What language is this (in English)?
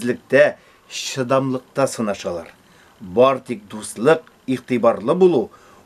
Tatar